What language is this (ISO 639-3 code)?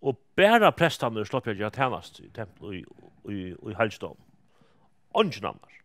fao